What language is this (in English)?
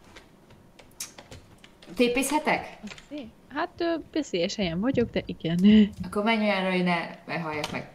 Hungarian